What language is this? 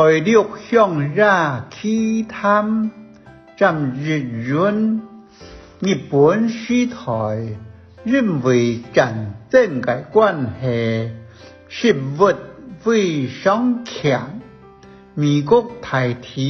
Hakka Chinese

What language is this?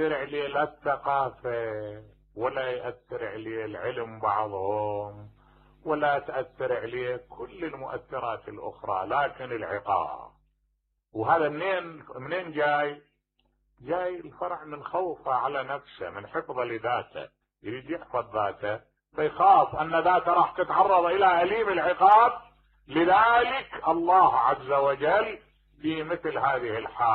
Mesopotamian Arabic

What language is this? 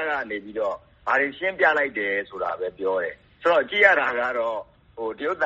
Burmese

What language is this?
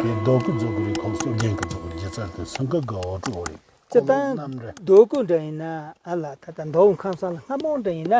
Tibetan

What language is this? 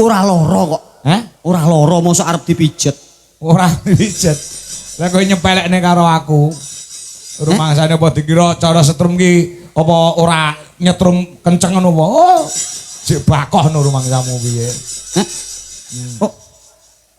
Javanese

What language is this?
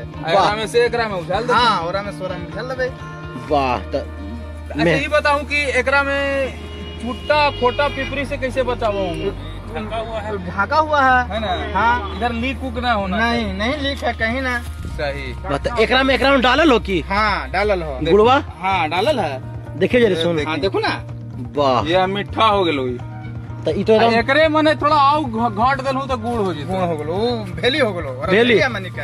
Magahi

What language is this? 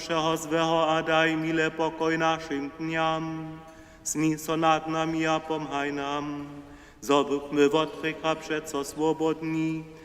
Upper Sorbian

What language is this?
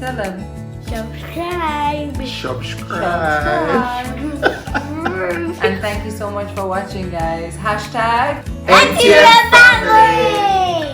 Jamaican Creole English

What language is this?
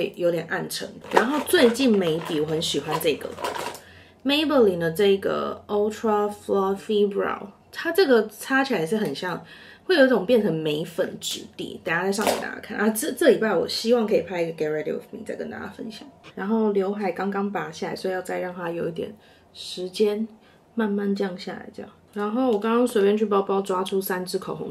Chinese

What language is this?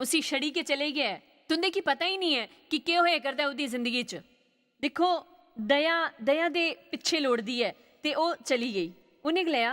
Dogri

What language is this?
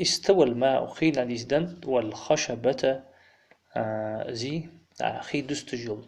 Ingush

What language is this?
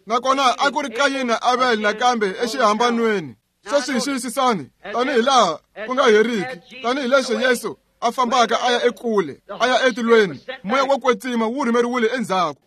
Tsonga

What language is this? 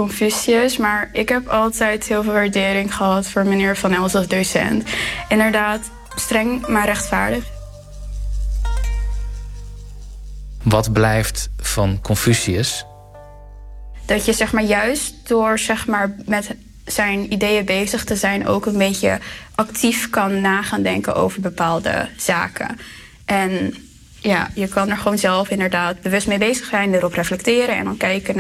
Dutch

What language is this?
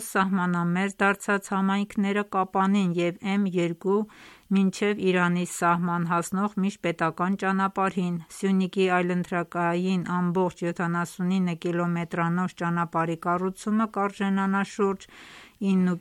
Armenian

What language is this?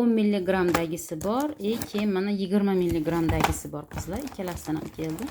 Uzbek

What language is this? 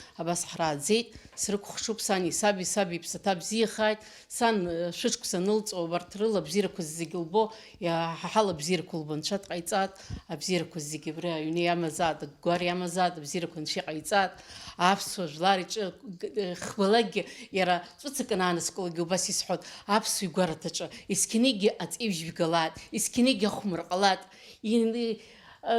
Abkhazian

